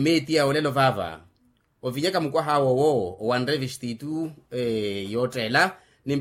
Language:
Makhuwa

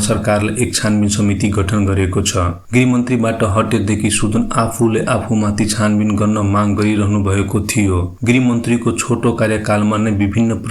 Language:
Nepali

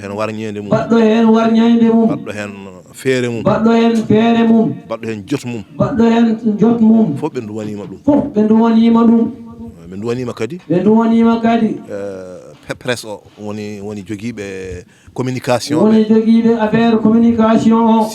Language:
Fula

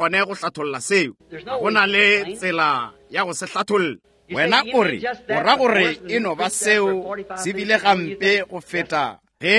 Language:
Northern Sotho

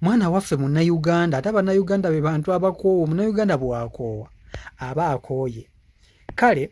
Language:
Ganda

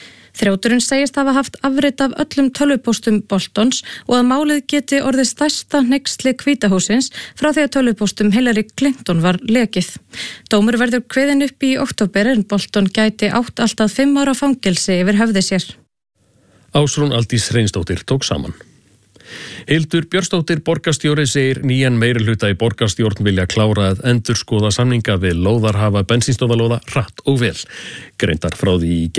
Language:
Icelandic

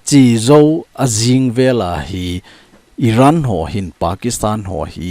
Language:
Thado Chin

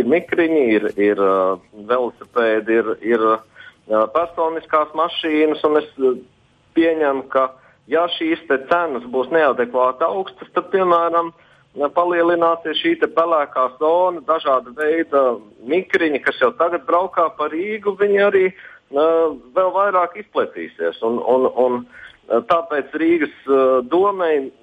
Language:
Latvian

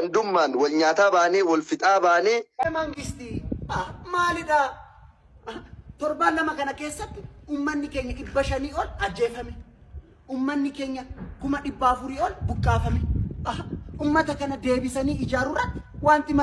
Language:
Oromo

